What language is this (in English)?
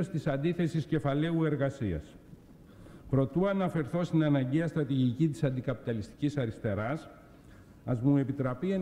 Greek